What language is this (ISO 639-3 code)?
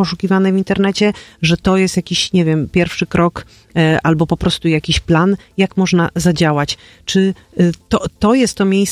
pol